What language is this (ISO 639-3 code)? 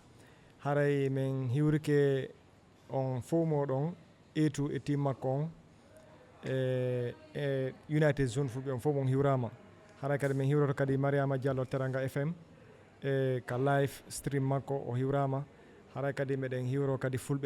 ful